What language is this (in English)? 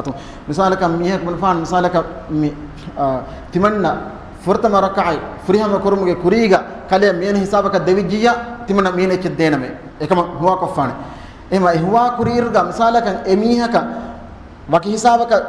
Divehi